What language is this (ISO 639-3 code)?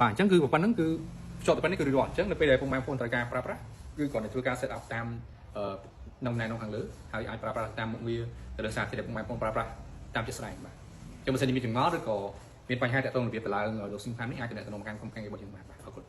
khm